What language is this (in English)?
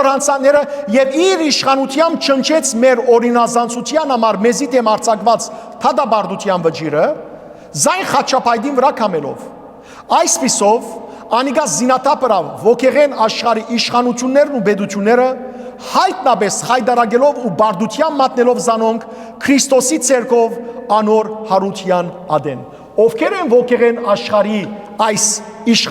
Western Armenian